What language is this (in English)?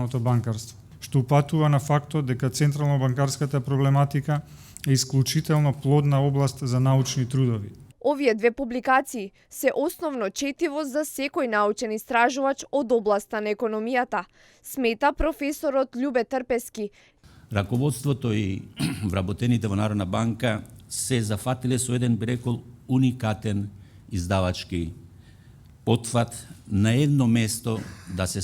Macedonian